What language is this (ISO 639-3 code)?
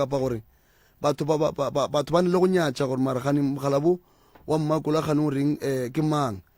nso